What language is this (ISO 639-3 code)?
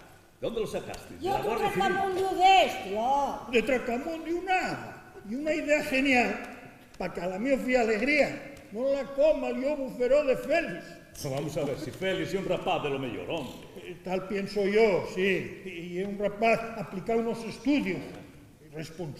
ast